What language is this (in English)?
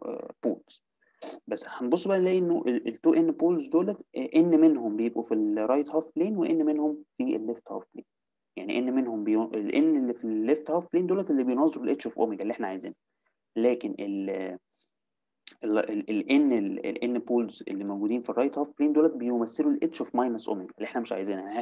Egyptian Arabic